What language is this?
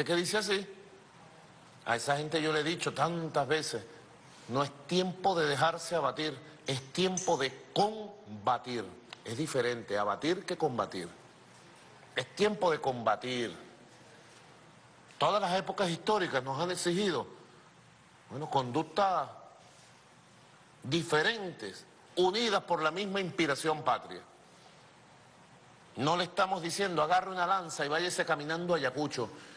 Spanish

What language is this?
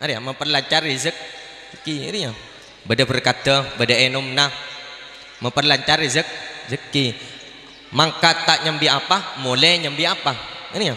Madurese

